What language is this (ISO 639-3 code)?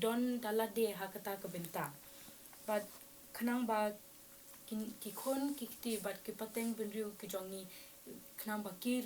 kha